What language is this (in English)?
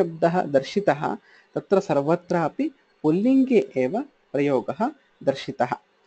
Sanskrit